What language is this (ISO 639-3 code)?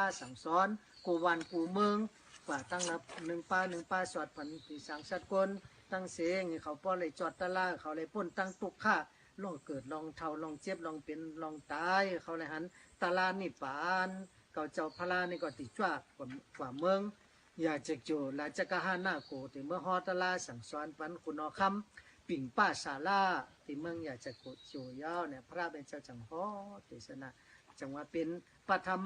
shn